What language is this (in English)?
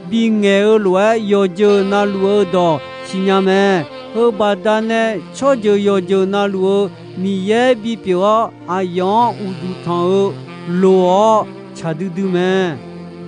Akha